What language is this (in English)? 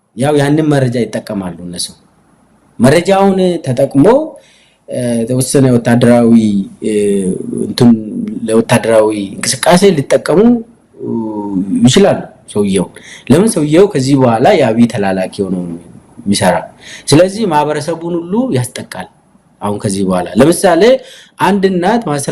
Amharic